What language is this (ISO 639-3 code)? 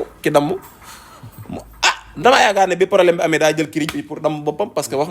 wol